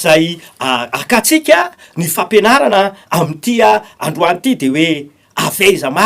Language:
Malagasy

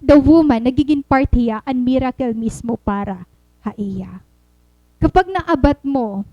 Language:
Waray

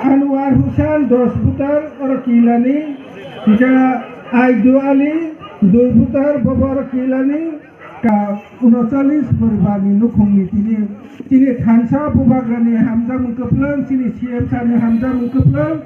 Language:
Kok Borok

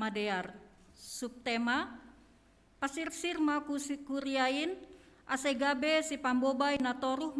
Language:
Batak Simalungun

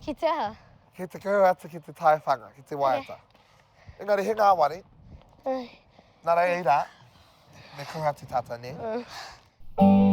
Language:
Māori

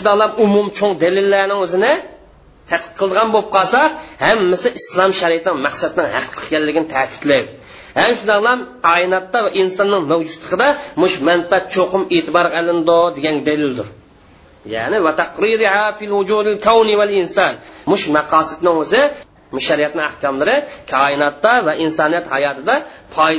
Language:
Uyghur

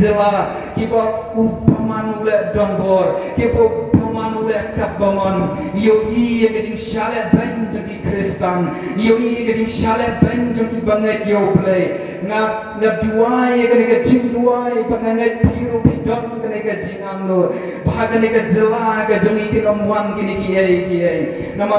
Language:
Khasi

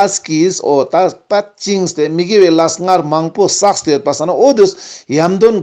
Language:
Ladakhi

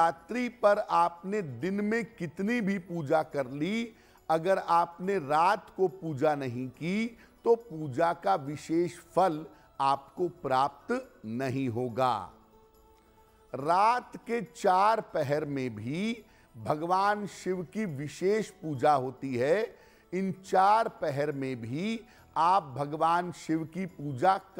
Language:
Hindi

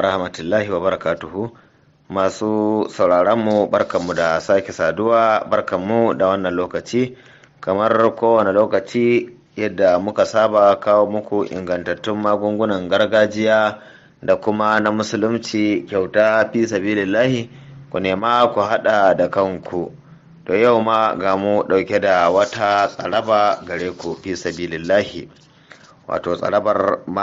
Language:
Hausa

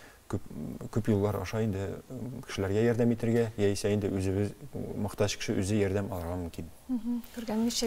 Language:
Tatar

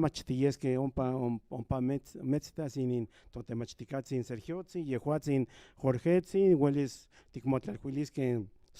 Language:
Central Nahuatl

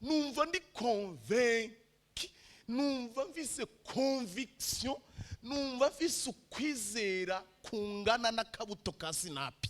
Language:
Rundi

